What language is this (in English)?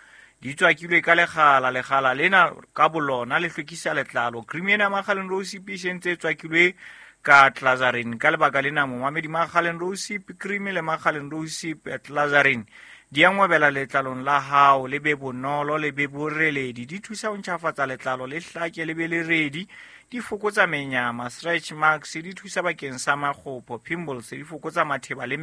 Southern Sotho